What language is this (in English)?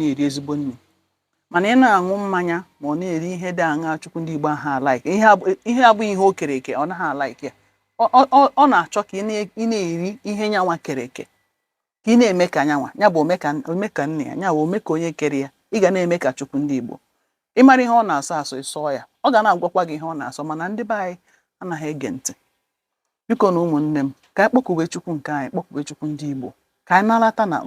Igbo